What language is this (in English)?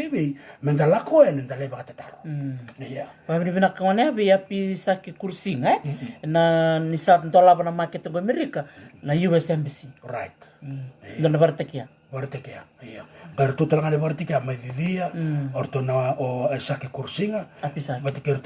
Fijian